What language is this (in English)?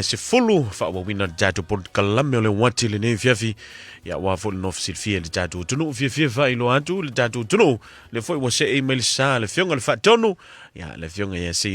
Samoan